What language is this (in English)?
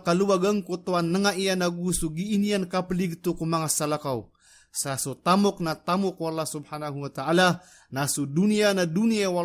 Maranao